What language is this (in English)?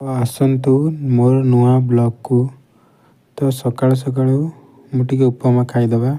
Odia